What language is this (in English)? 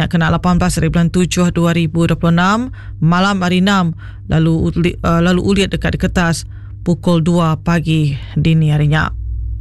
Iban